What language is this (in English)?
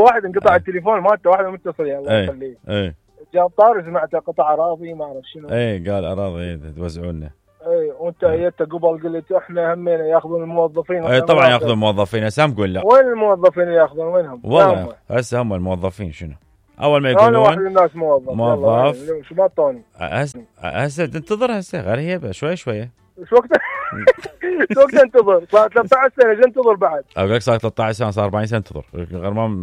Mesopotamian Arabic